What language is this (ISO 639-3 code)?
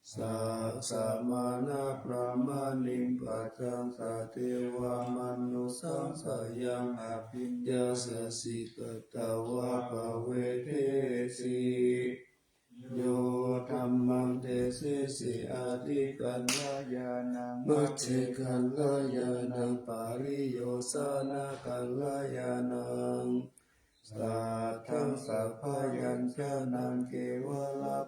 pli